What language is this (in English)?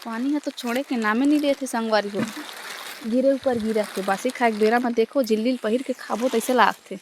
Chhattisgarhi